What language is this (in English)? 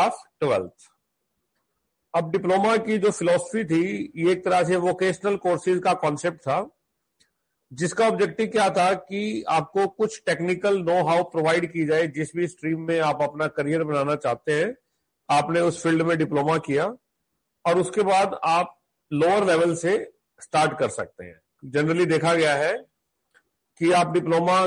Hindi